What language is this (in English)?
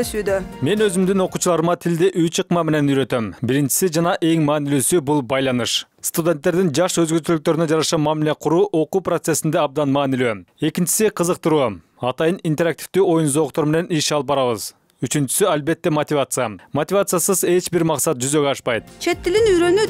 Kyrgyz